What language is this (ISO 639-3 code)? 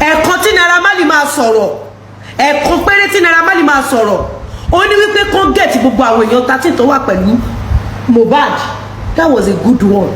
yor